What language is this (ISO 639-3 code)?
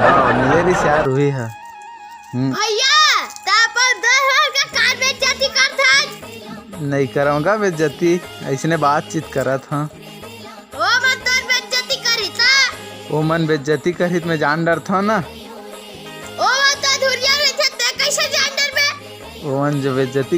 hne